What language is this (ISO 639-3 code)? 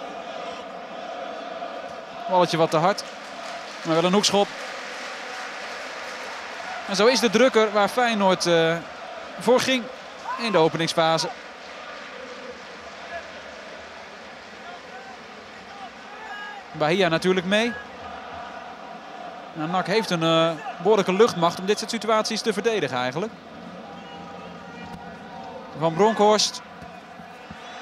nld